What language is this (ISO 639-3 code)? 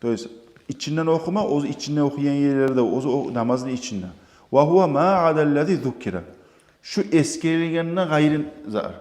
kum